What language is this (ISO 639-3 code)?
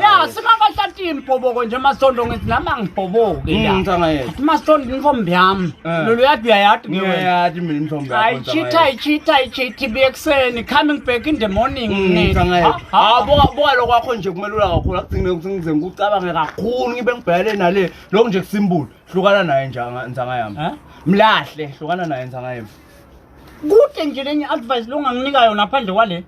zul